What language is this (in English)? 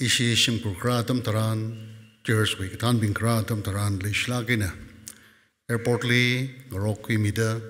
Tangkhul Naga (India)